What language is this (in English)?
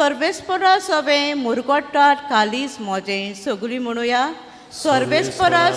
Konkani